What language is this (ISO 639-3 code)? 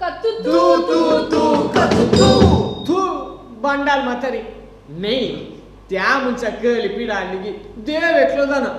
kok